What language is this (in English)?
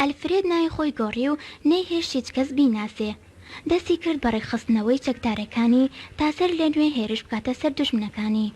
Central Kurdish